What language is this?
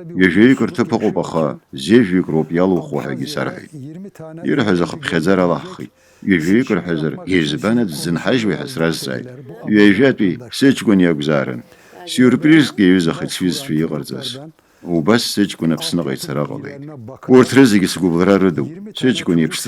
Abkhazian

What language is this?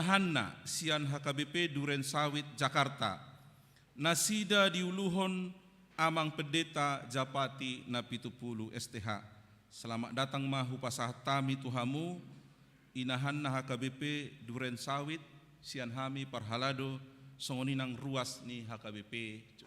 Batak Toba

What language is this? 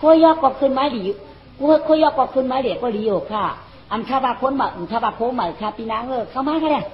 Shan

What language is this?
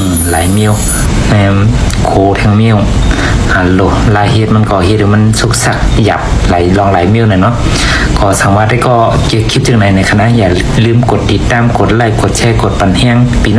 Shan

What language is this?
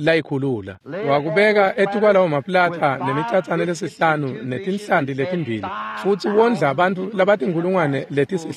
Swati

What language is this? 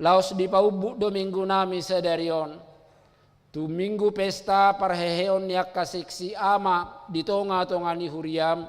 Batak Toba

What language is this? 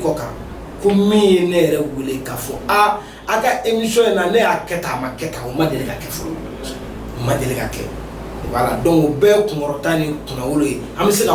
Bambara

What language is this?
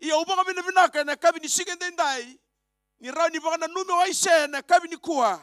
Fijian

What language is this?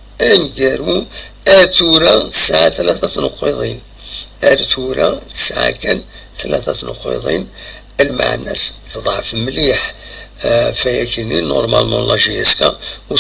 Kabyle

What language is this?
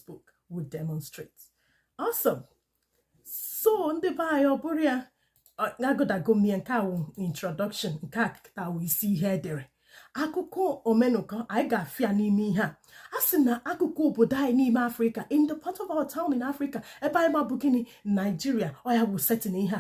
Igbo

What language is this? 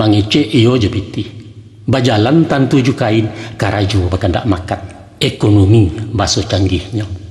Minangkabau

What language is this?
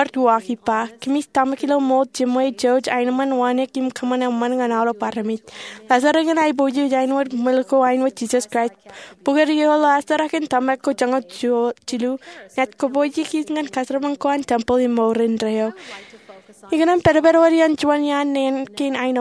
Marshallese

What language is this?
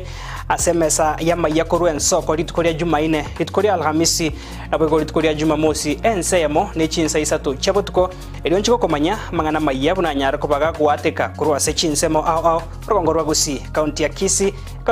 Gusii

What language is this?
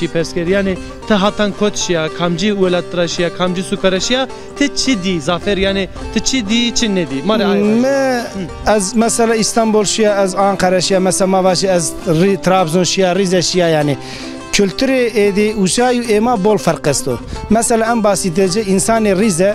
Zaza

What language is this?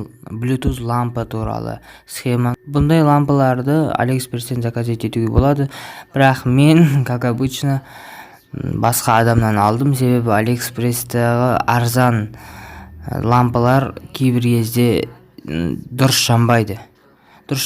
Kazakh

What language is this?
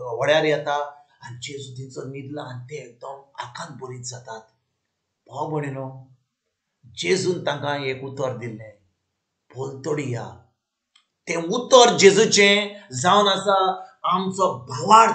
Konkani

